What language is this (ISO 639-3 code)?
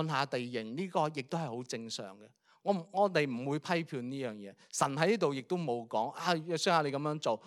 yue